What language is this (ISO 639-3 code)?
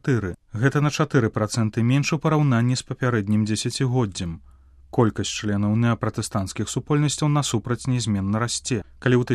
bel